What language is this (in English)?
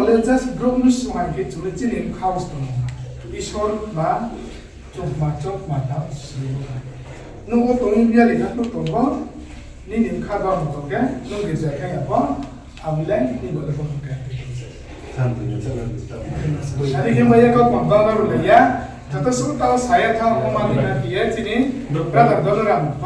Riang (India)